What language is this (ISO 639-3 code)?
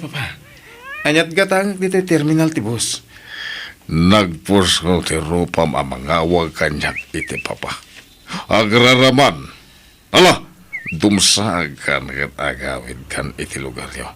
ilo